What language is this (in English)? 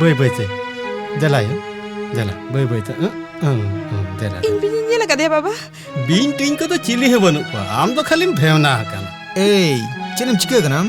Santali